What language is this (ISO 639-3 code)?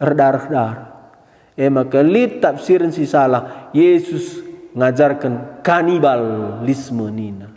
btx